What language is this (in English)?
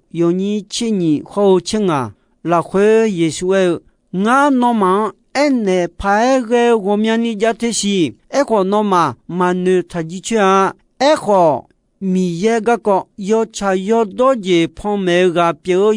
Akha